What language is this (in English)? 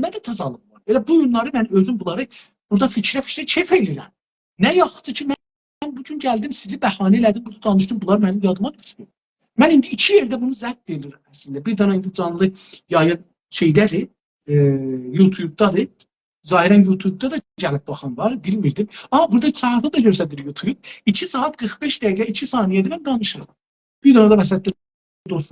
South Azerbaijani